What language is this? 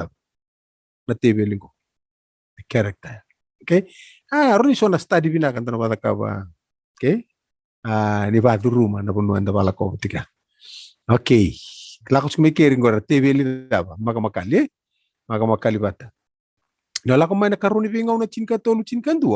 Fijian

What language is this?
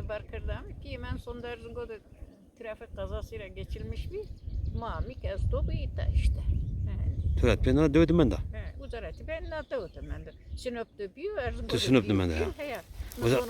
Zaza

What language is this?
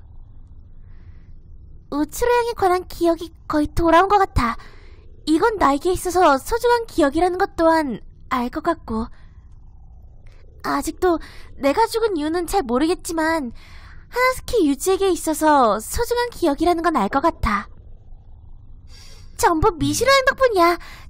Korean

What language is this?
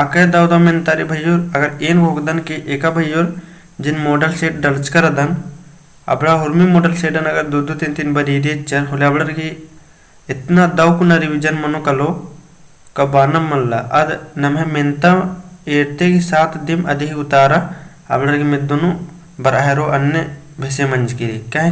Kurukh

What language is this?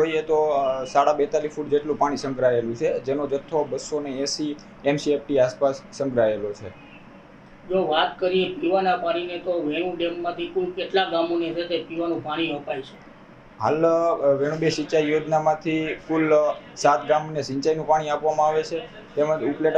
Gujarati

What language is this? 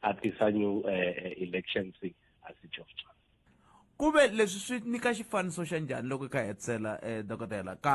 Tsonga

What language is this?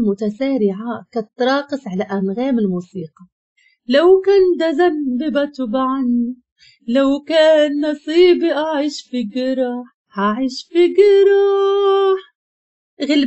Moroccan Arabic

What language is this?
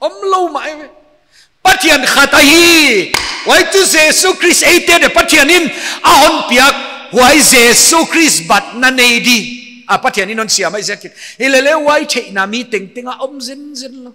Paite Chin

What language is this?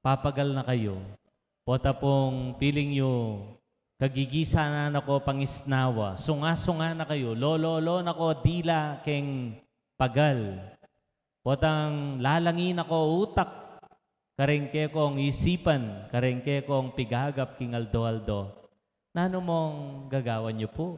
Pampanga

